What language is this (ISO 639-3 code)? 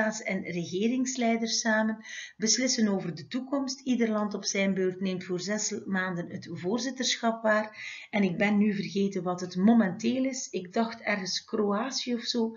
nld